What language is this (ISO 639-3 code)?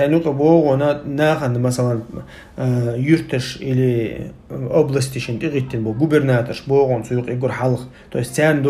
che